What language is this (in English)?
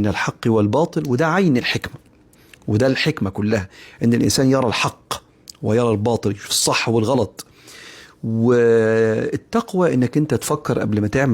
Egyptian Arabic